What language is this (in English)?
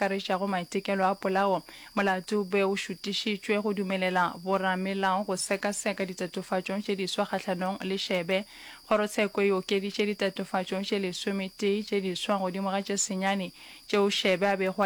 Northern Sotho